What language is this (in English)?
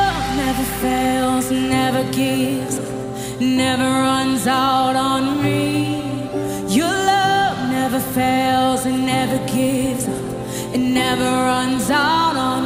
English